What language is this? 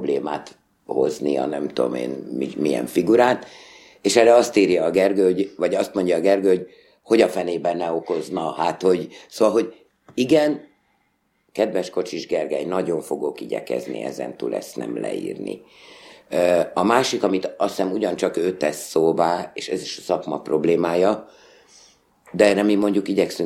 Hungarian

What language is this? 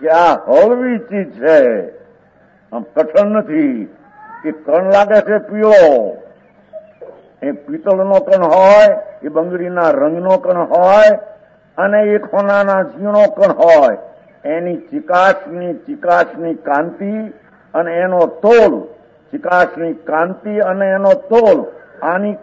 Gujarati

